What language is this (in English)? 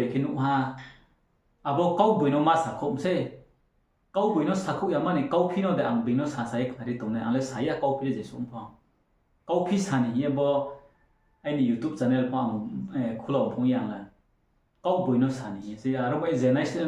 Riang (India)